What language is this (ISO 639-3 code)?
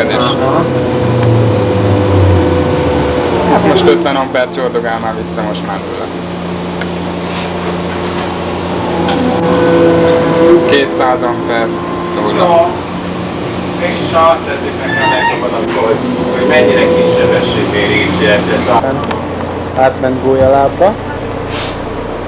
hun